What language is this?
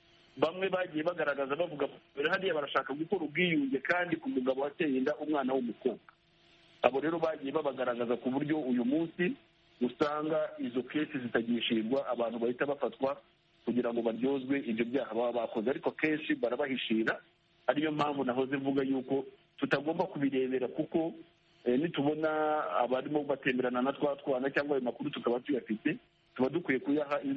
Kinyarwanda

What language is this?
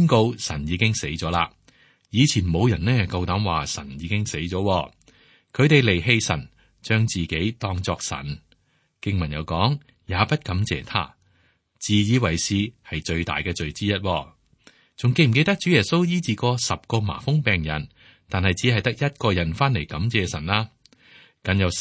Cantonese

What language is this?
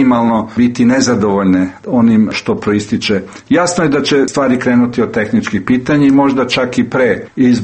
Serbian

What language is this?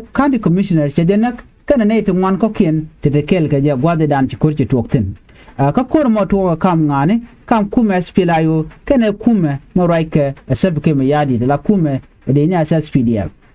Nuer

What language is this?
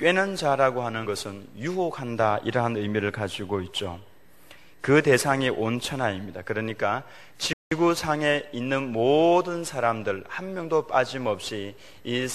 Korean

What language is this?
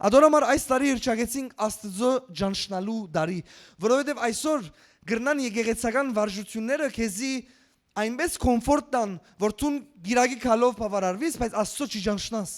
Western Armenian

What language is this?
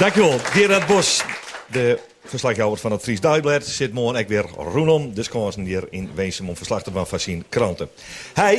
Western Frisian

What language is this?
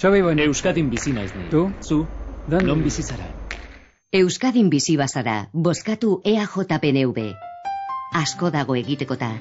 Basque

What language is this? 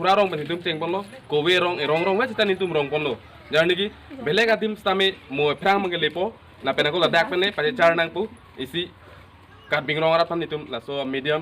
Karbi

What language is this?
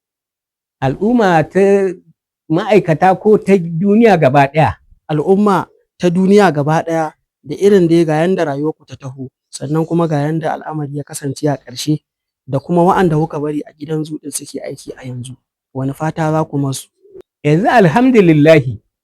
Hausa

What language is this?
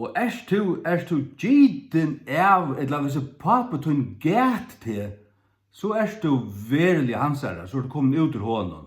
Faroese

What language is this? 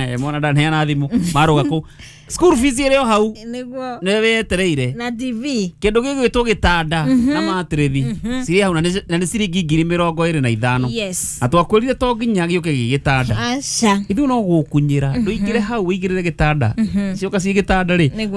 Kikuyu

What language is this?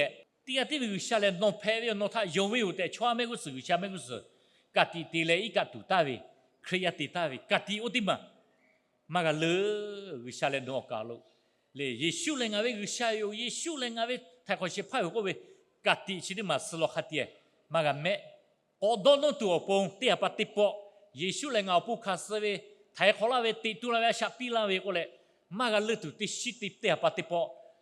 Lahu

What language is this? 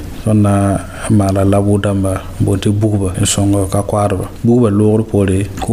Mossi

